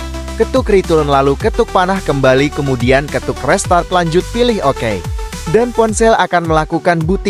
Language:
Indonesian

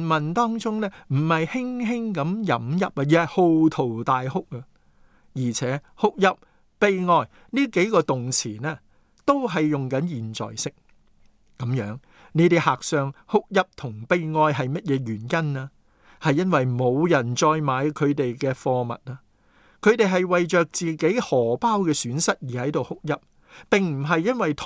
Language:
Cantonese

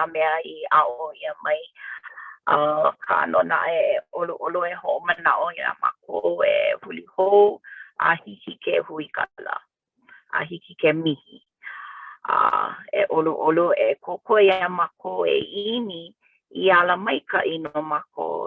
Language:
Hawaiian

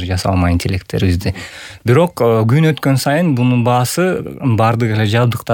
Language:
Kyrgyz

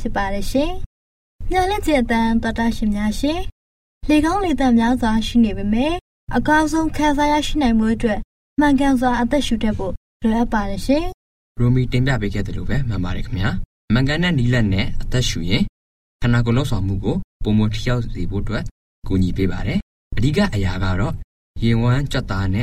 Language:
Burmese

